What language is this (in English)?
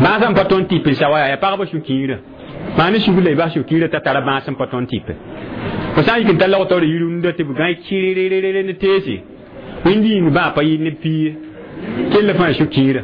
Mossi